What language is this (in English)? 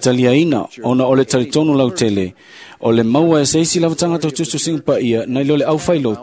Samoan